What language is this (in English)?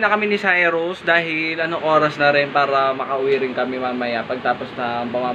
Filipino